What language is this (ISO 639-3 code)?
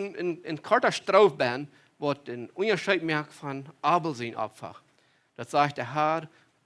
pdt